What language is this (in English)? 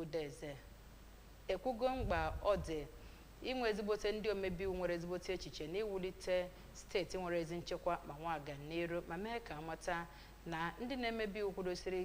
Igbo